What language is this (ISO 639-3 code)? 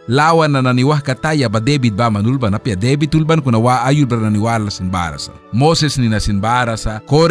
miq